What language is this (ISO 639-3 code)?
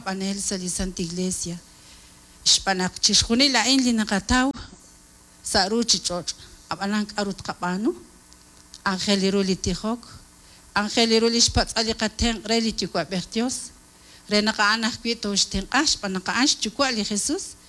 kek